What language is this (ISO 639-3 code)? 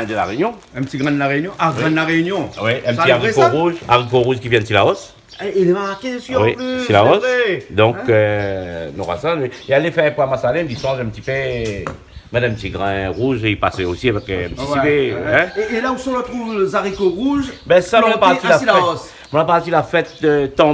rcf